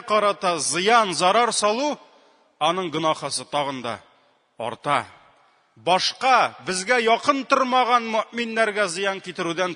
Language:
Tatar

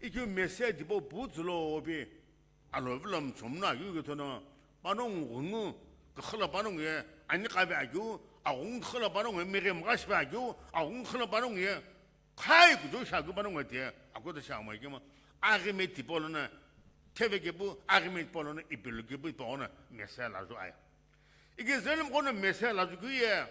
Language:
Sumi Naga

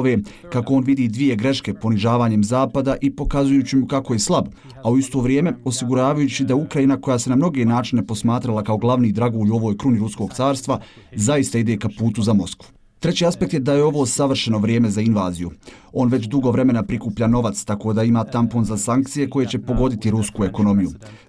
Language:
Bosnian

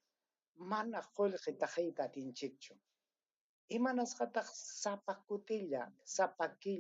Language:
Ayacucho Quechua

